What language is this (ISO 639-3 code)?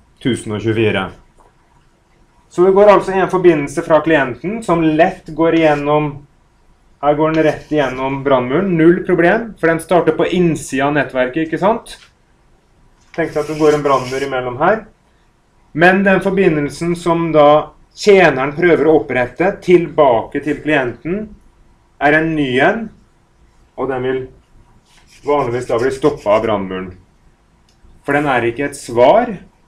nor